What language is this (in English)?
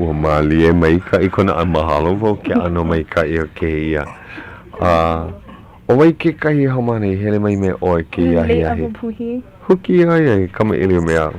Hawaiian